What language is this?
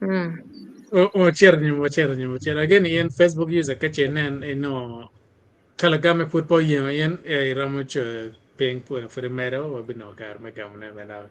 Acoli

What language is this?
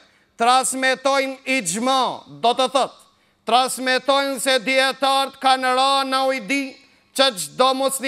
Albanian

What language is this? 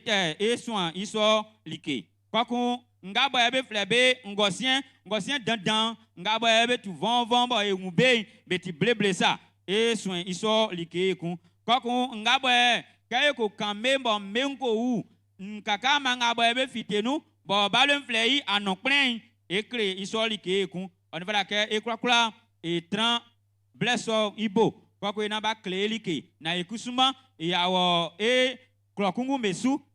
Baoulé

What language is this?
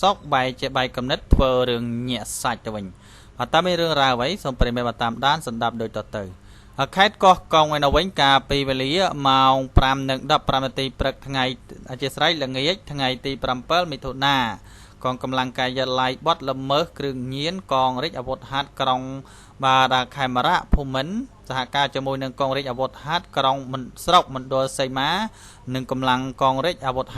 Khmer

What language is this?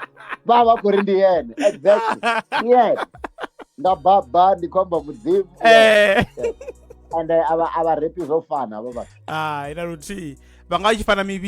Venda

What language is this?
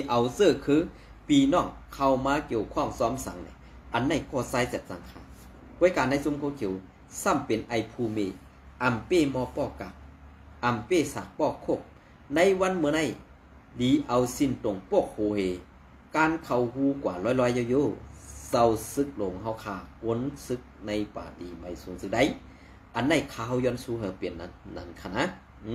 Shan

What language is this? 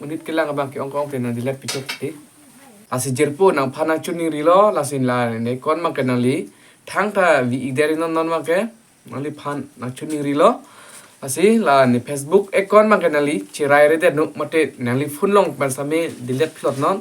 Karbi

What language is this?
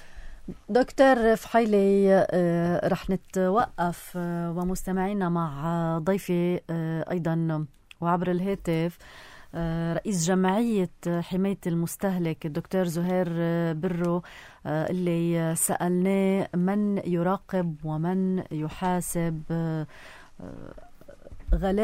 North Levantine Arabic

